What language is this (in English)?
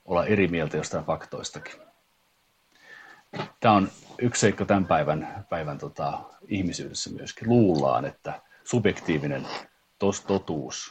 Finnish